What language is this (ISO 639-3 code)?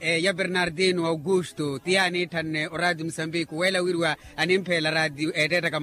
vmw